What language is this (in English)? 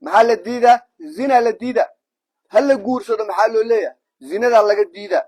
Somali